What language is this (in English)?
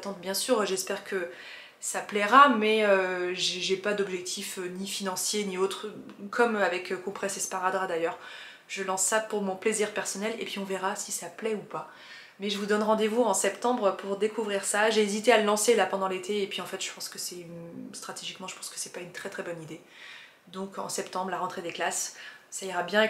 French